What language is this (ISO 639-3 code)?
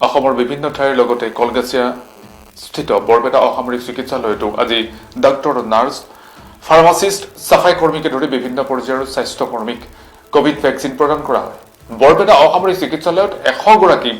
asm